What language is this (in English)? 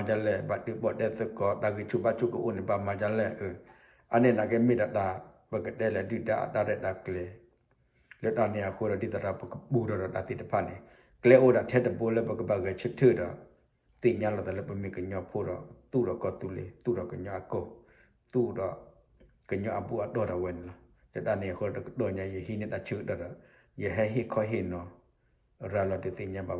S'gaw Karen